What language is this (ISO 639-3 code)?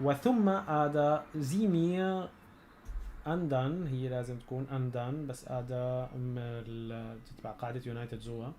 apc